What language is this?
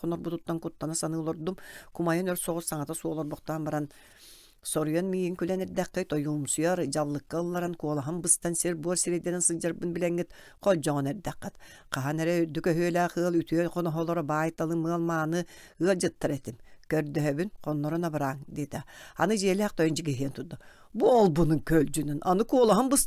Yakut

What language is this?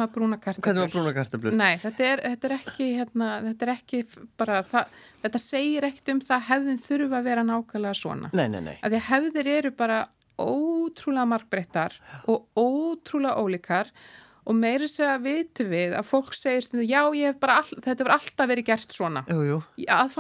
Icelandic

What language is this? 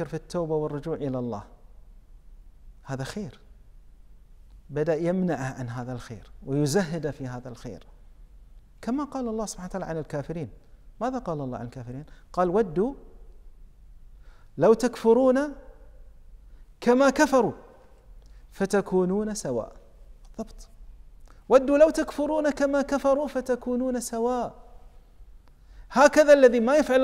Arabic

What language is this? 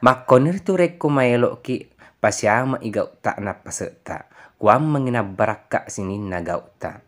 Buginese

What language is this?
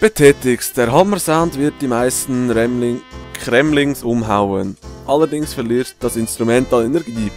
Swiss German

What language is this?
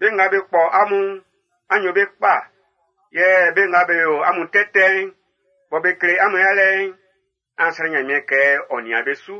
Baoulé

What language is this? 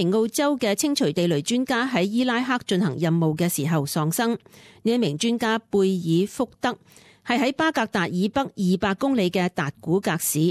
Cantonese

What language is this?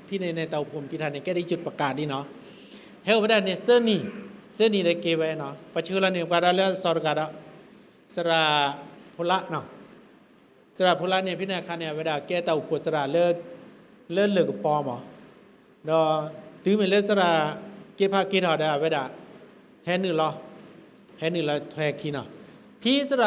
S'gaw Karen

